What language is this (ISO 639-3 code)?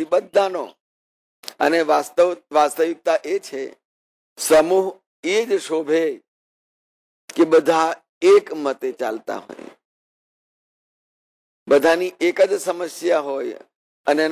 guj